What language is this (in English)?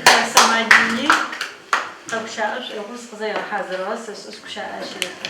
Adyghe